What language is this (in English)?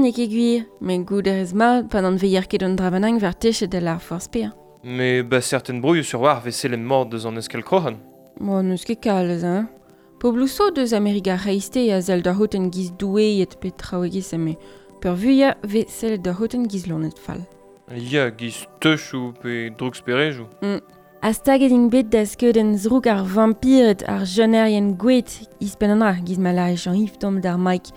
Breton